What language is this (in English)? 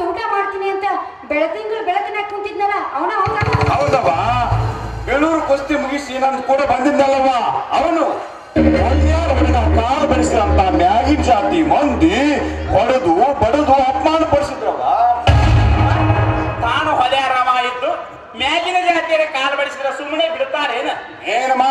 Kannada